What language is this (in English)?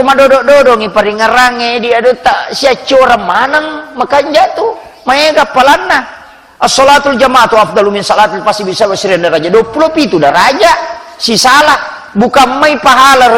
Buginese